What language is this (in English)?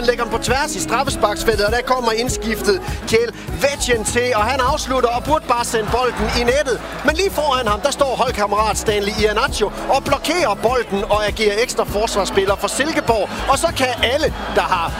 Danish